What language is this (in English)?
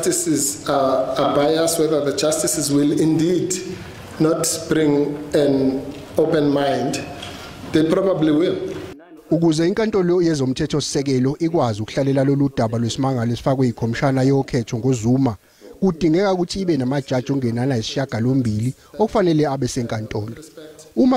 Zulu